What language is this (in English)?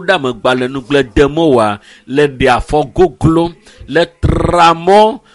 Ewe